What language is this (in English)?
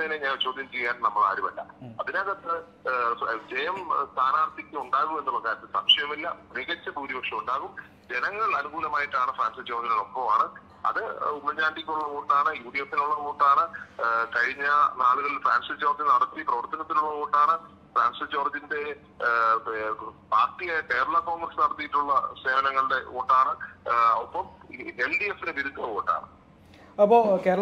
Malayalam